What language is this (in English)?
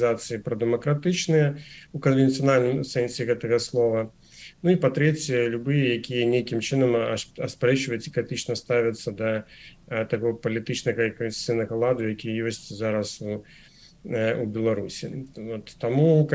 Belarusian